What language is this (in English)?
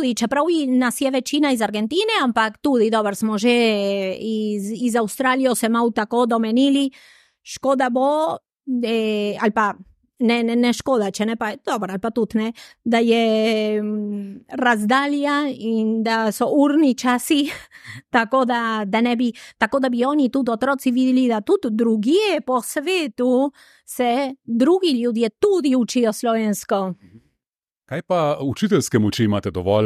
Slovenian